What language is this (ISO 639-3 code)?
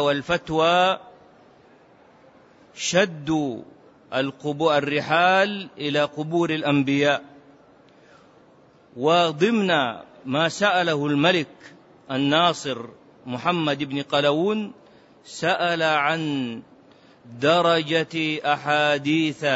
ara